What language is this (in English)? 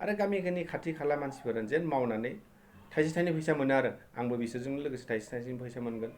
Bodo